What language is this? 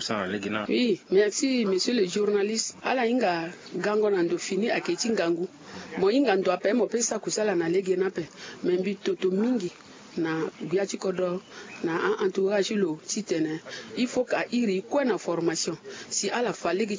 Sango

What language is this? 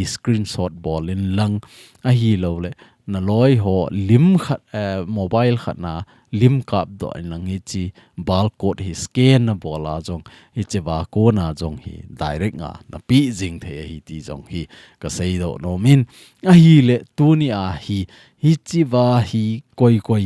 Thado Chin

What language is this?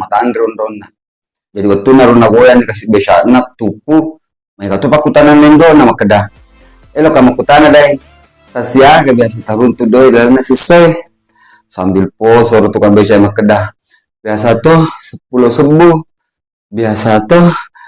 Buginese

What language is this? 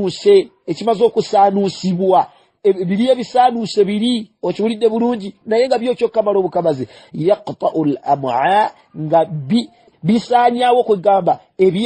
Ganda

